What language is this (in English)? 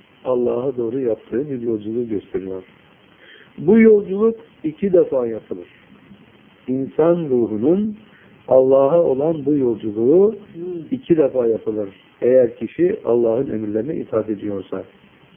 Turkish